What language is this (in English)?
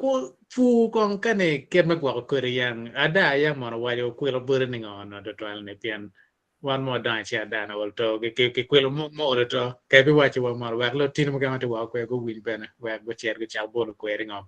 Acoli